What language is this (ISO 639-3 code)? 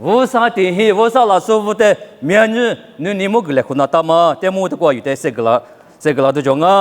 lis